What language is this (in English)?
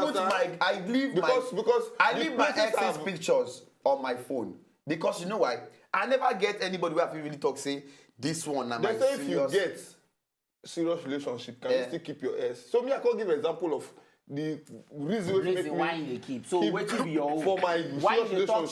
Nigerian Pidgin